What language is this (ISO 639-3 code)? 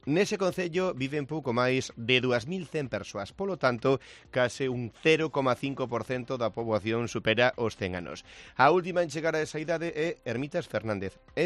glg